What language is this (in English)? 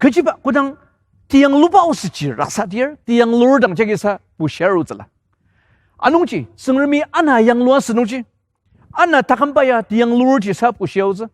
Ao Naga